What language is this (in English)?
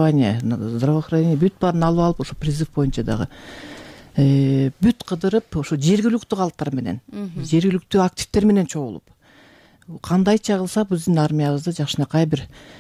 Kyrgyz